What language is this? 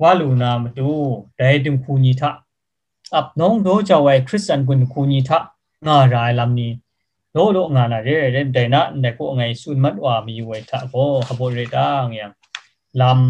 Kachin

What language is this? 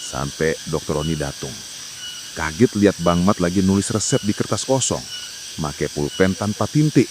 Betawi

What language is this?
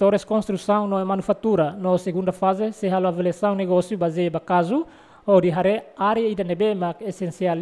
Tetum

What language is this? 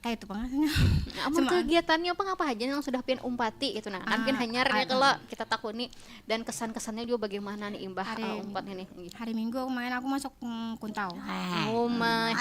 Banjar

